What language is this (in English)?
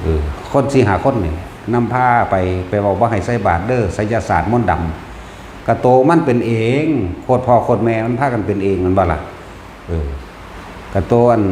Northeastern Thai